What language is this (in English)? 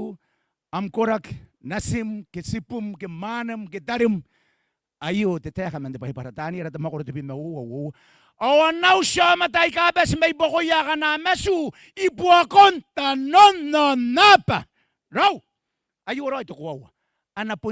Gilbertese